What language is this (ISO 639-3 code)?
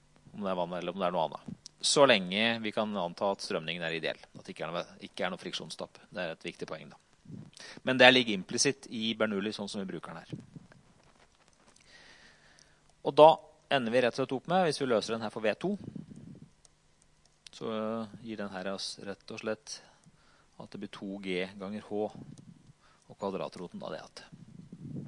nor